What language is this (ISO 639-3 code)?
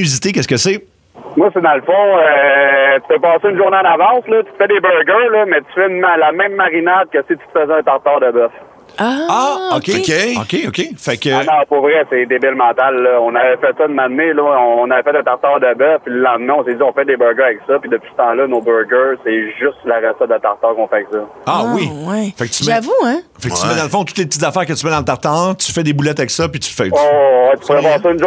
fra